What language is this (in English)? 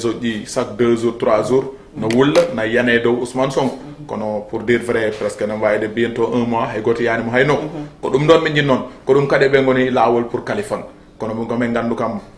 Fula